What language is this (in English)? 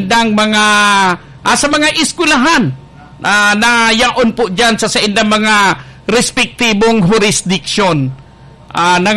Bikol